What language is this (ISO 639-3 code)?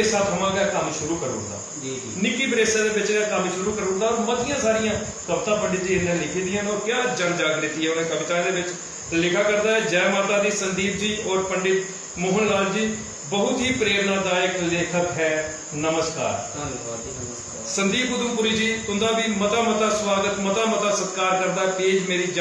doi